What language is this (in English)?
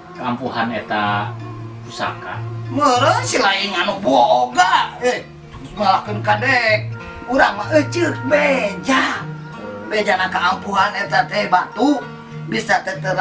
Sundanese